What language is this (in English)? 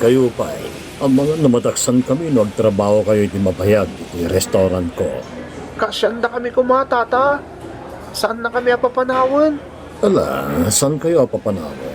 Iloko